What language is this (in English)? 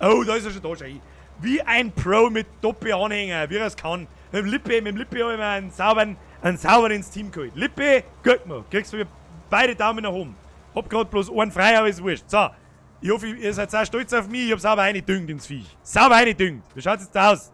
Bavarian